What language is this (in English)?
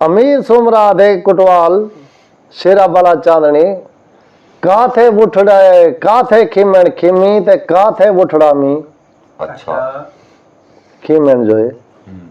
Saraiki